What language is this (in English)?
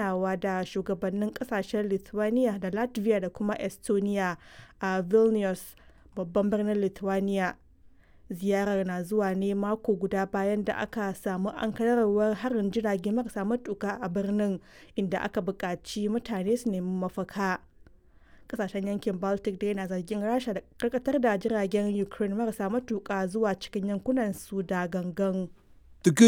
Hausa